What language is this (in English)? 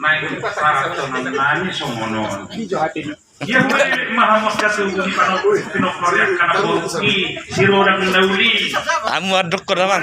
Batak Toba